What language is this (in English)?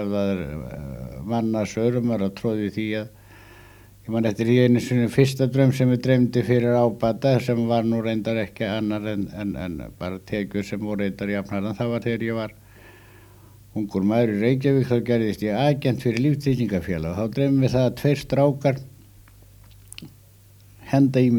Icelandic